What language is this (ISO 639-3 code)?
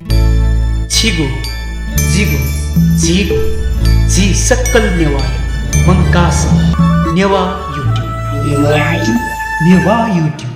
new